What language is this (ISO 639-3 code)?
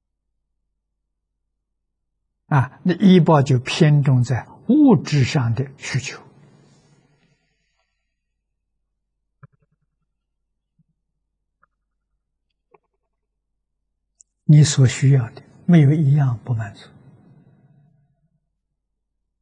zho